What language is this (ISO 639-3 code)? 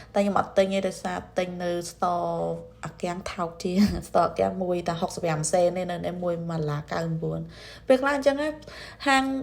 khm